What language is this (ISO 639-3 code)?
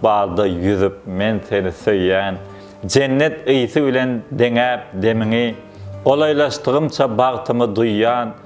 tuk